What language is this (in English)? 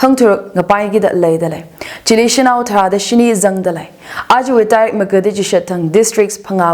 Tangkhul Naga (India)